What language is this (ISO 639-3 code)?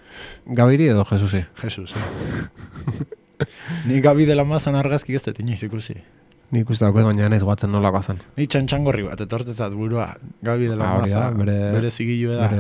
eus